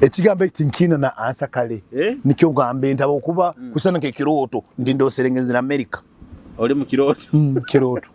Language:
Nyoro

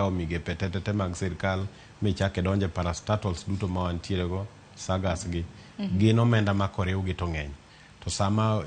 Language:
Luo (Kenya and Tanzania)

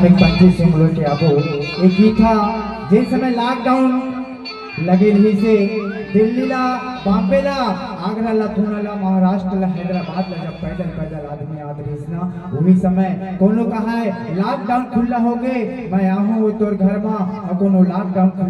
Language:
Chhattisgarhi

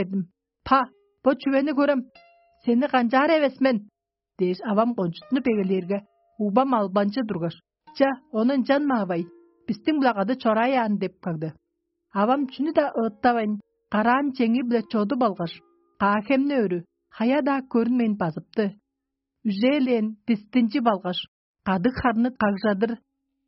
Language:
Tuvinian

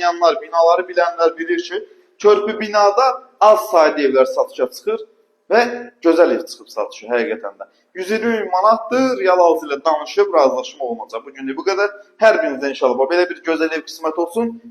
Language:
Azerbaijani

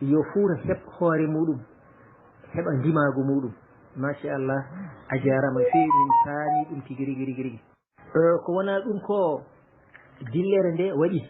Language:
Fula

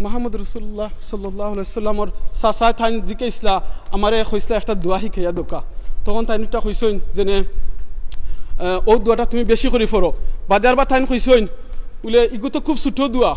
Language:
Sylheti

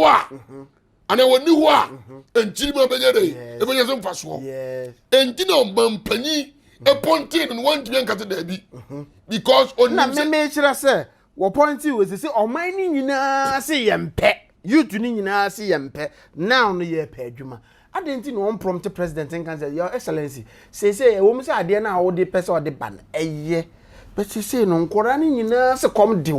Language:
Akan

